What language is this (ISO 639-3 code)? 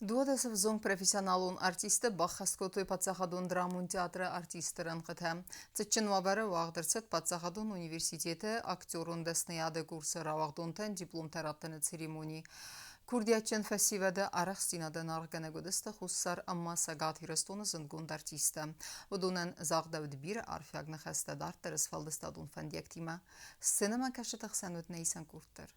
oss